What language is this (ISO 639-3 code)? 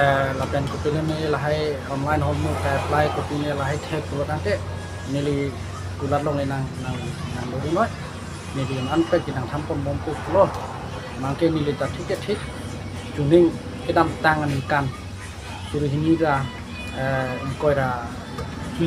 mjw